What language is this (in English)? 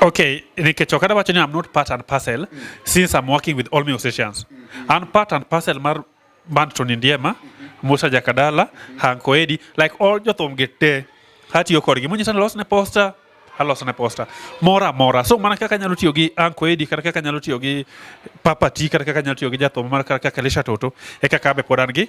Luo (Kenya and Tanzania)